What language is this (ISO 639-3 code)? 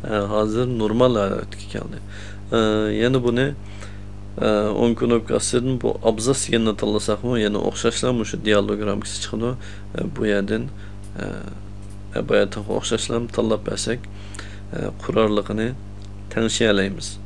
uig